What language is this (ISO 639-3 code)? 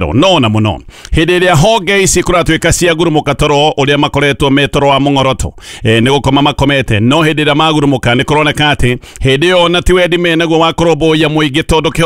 kik